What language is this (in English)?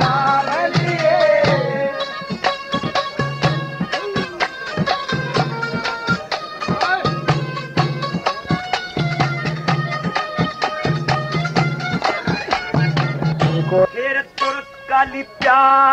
Haryanvi